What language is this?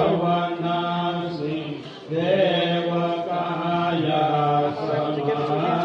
Pali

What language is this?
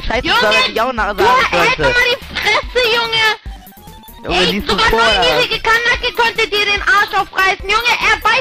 German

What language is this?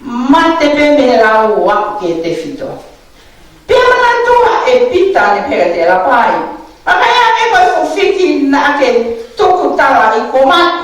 Tongan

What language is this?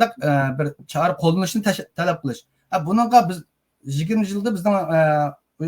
Uyghur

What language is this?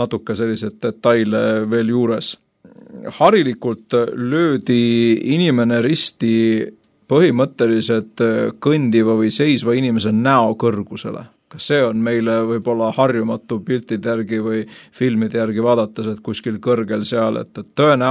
Estonian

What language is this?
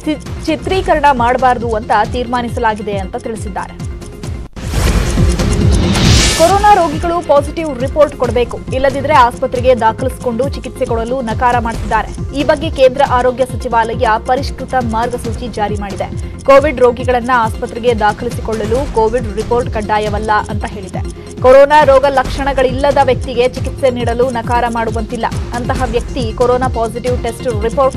Kannada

